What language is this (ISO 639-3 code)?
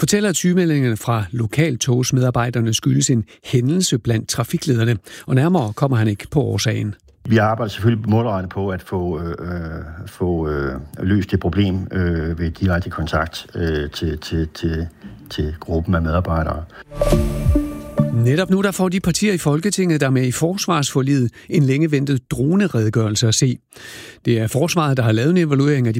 dan